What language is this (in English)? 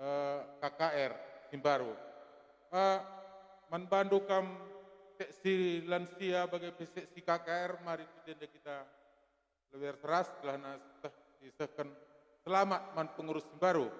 Batak Karo